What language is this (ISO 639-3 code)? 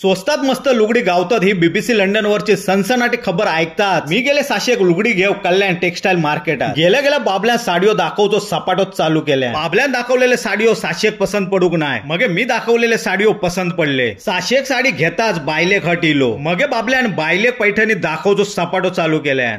kok